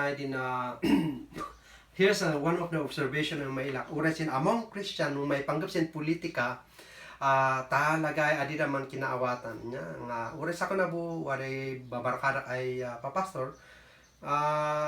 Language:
Kankanaey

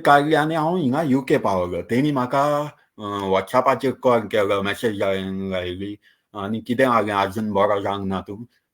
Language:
Konkani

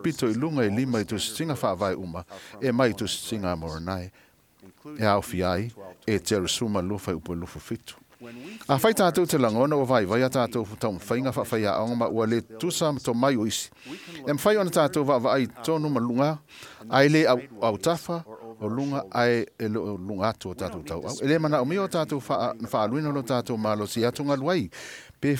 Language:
Samoan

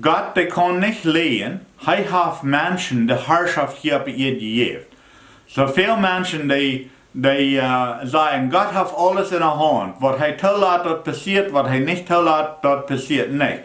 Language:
Plautdietsch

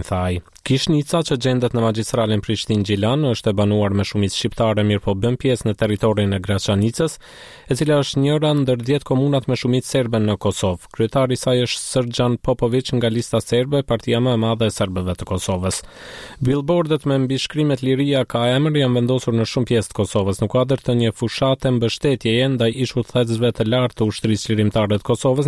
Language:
Albanian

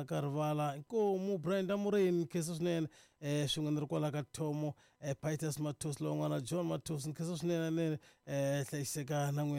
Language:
Tsonga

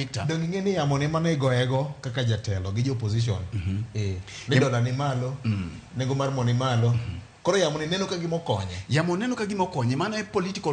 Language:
Luo (Kenya and Tanzania)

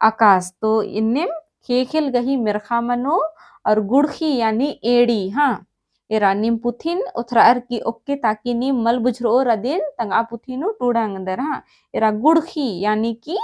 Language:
Kurukh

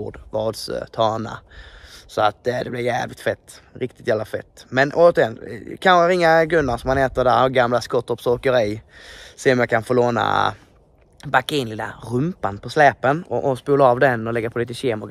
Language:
Swedish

